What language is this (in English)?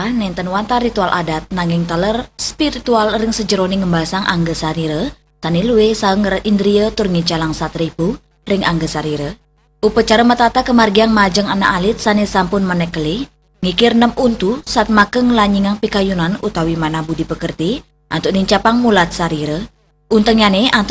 Balinese